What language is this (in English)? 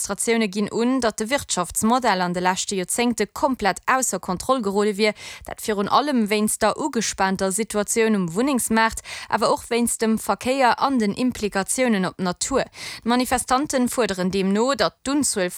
Luxembourgish